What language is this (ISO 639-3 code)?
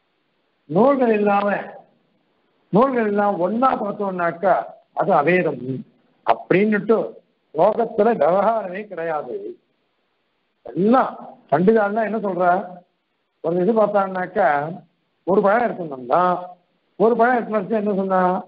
tam